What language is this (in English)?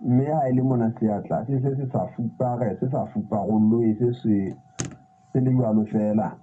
Southern Sotho